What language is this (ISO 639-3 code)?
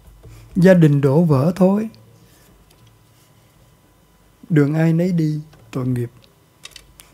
vie